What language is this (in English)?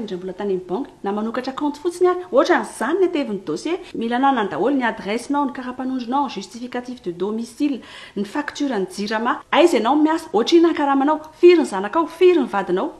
Malagasy